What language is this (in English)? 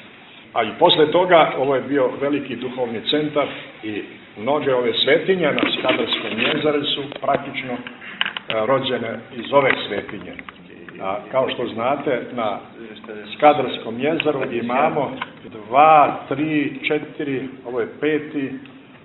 Serbian